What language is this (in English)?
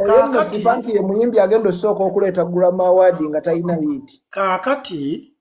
Ganda